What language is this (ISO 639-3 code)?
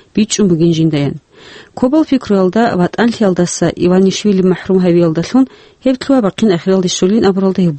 ava